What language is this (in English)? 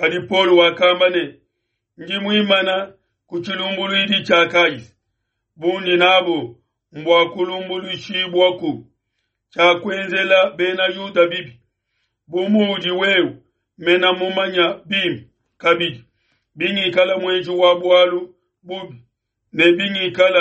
Luba-Lulua